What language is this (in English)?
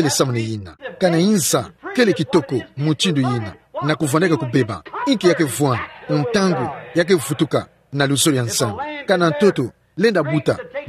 Kituba (Democratic Republic of Congo)